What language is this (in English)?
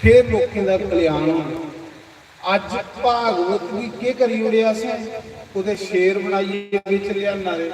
Dogri